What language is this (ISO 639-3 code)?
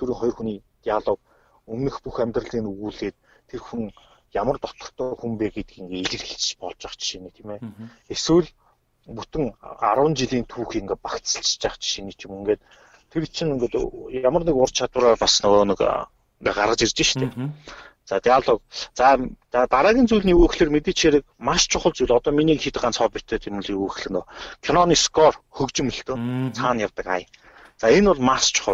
mon